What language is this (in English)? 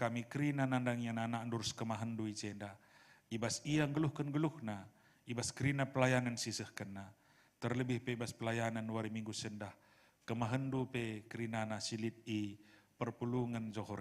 Batak Karo